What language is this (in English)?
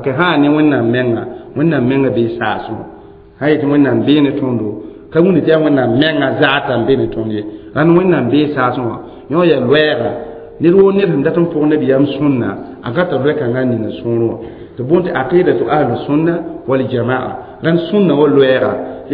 Mossi